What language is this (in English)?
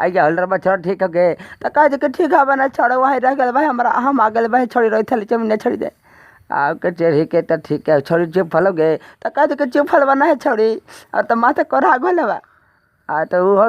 Magahi